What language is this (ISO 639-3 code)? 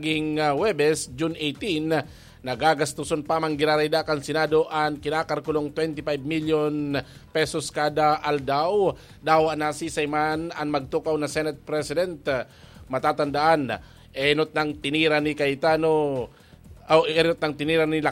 bik